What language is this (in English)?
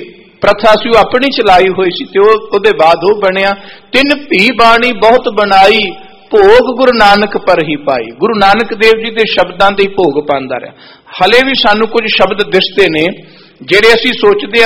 Punjabi